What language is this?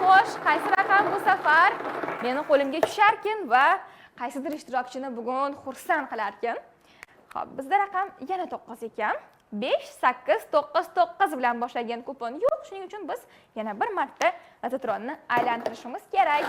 Uzbek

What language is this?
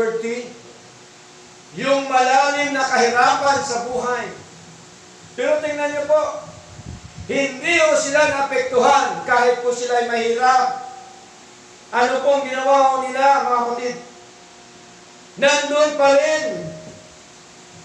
Filipino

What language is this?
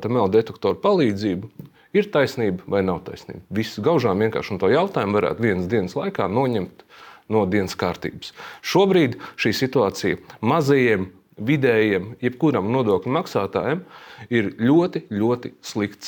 Latvian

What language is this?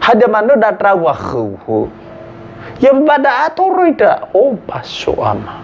Nias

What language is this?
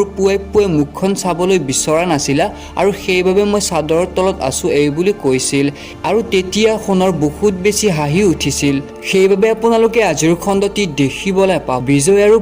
Assamese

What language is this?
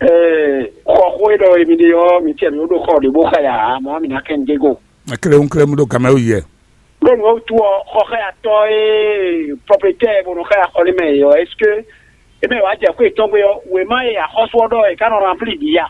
Fon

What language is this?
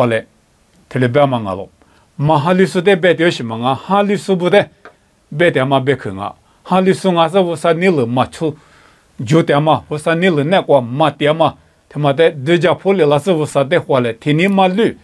Lisu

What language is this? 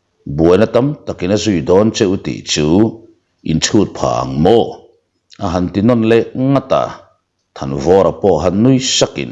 Mizo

